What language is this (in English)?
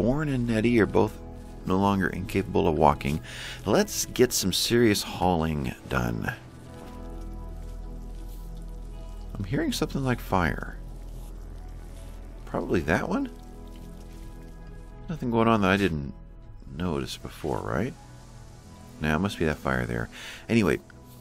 English